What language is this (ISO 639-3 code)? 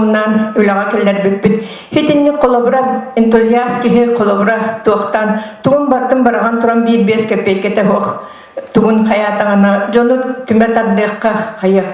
sah